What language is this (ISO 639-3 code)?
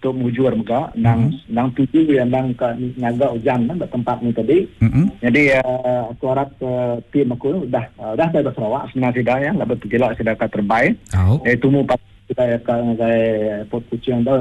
iba